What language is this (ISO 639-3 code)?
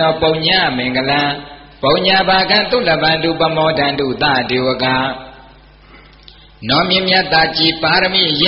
mya